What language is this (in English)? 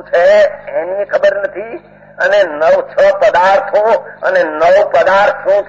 Gujarati